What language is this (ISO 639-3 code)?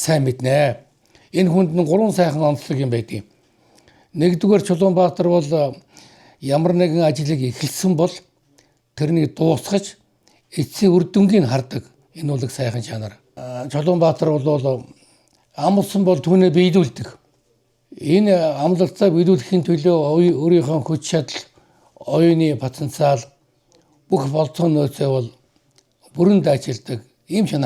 mon